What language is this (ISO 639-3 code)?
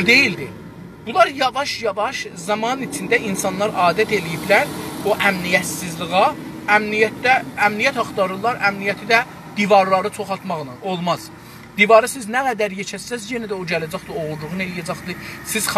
azb